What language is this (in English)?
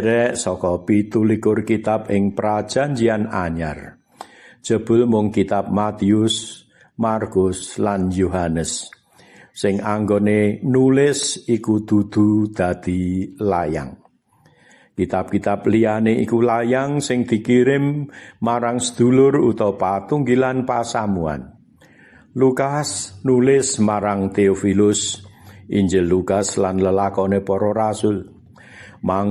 Javanese